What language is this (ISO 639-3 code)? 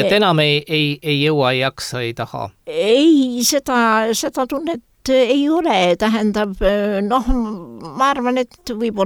est